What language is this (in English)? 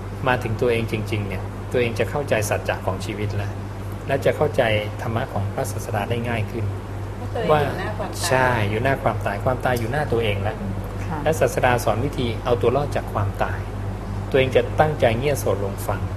Thai